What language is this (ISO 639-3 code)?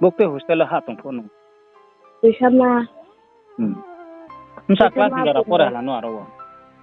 ria